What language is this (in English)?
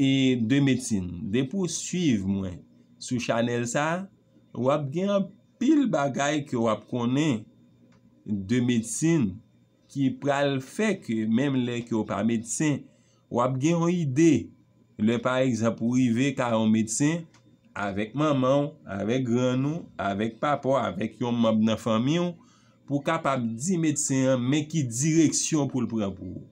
Haitian Creole